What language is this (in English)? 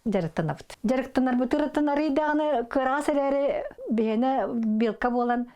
Yakut